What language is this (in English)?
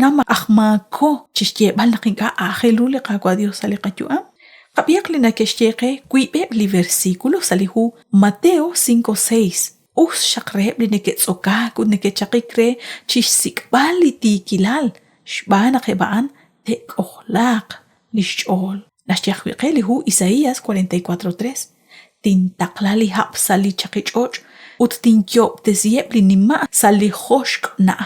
Kekchí